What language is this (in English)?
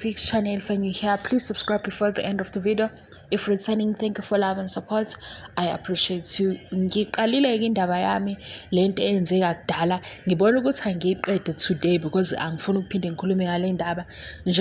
Zulu